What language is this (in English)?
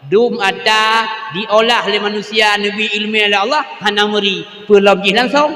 Achinese